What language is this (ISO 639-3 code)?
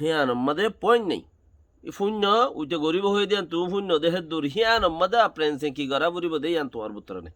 rhg